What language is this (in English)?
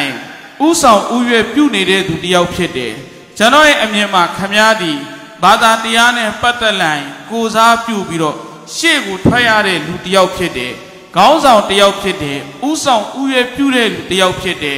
Burmese